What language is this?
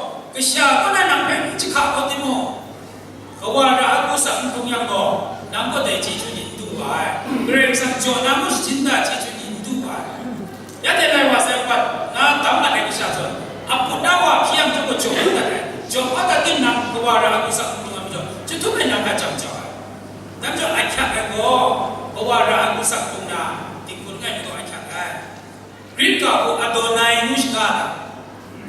Kachin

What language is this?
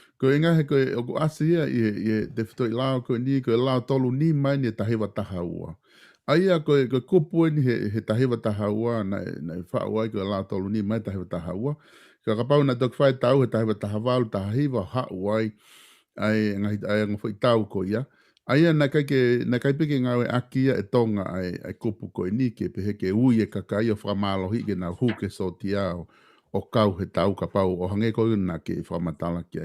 Tongan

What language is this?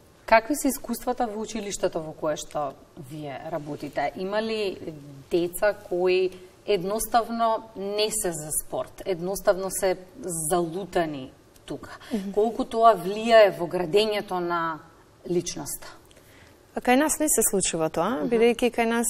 Macedonian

